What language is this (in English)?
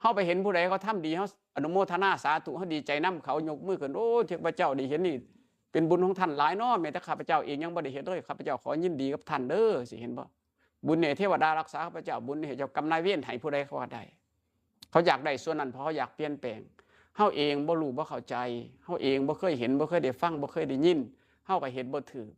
Northeastern Thai